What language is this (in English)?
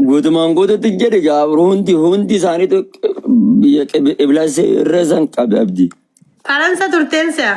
Oromo